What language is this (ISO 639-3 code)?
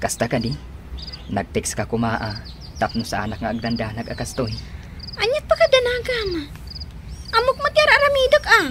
ilo